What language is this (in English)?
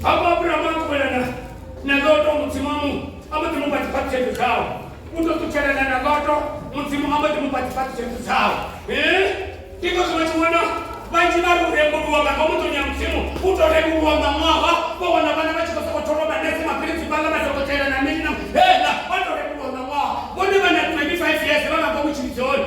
Venda